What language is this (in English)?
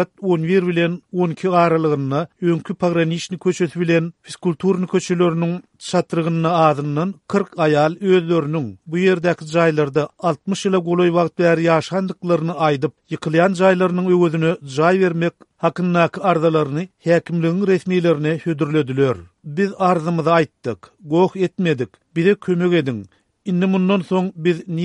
Turkmen